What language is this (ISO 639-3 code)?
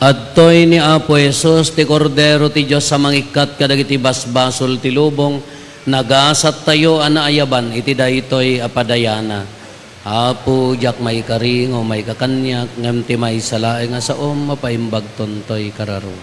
ilo